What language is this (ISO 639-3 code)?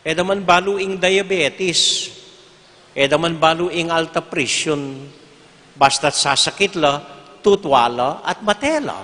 pam